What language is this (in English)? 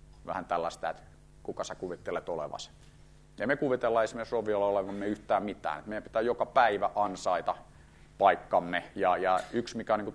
Finnish